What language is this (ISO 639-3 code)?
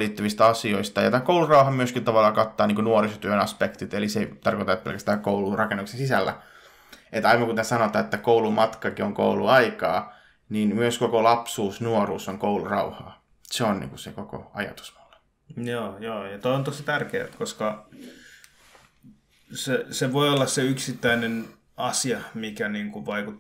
fin